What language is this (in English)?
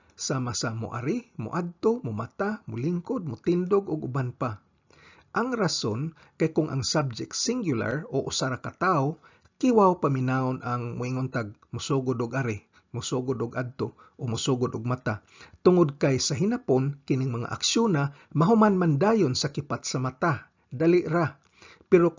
Cebuano